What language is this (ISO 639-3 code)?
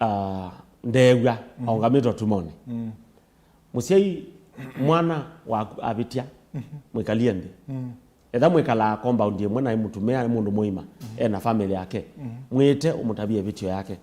kam